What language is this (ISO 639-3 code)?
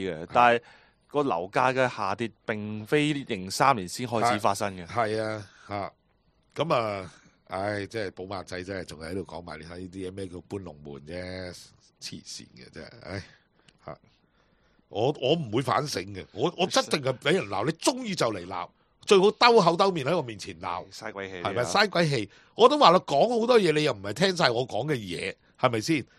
yue